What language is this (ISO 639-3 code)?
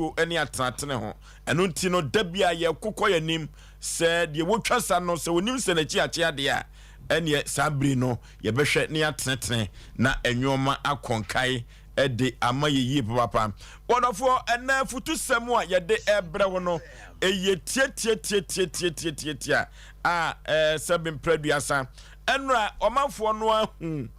aka